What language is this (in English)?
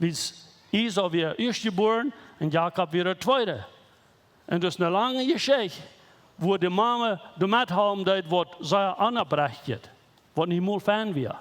Plautdietsch